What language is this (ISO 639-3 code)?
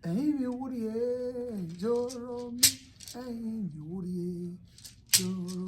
bin